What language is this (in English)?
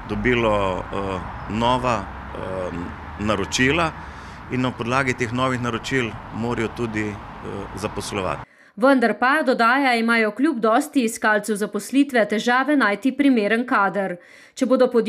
Slovenian